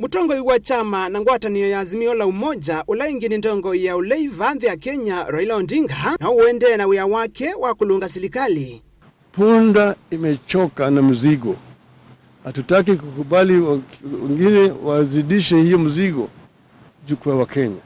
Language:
Kamba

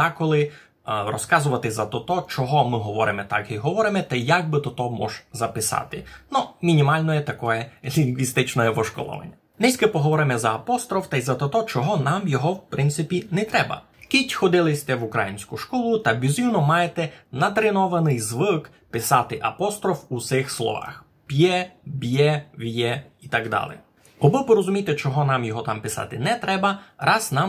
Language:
Rusyn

